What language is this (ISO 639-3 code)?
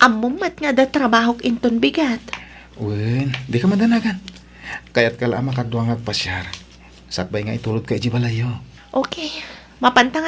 ilo